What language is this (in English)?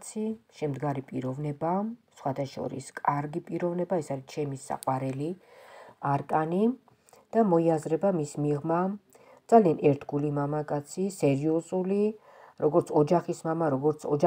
Georgian